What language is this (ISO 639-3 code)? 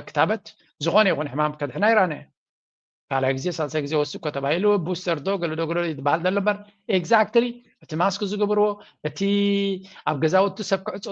tir